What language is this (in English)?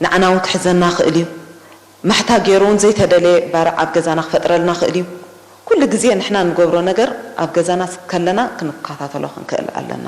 Tigrinya